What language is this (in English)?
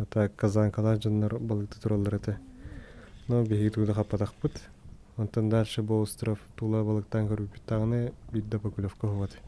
Yakut